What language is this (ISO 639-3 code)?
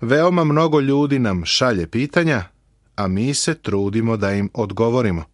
srp